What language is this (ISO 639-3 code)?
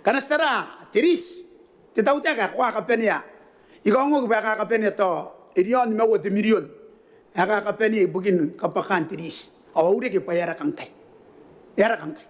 gil